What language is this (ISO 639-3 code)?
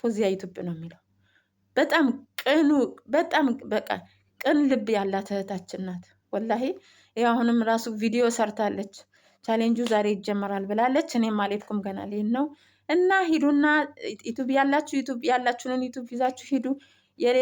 amh